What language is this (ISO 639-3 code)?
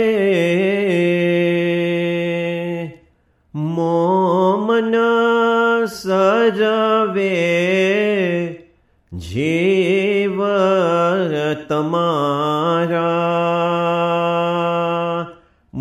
guj